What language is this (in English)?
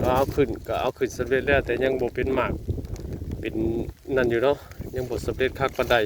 Northeastern Thai